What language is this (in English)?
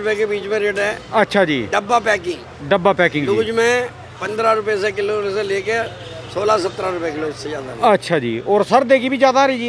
Hindi